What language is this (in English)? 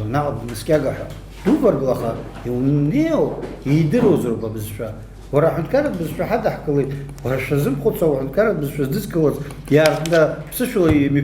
Abkhazian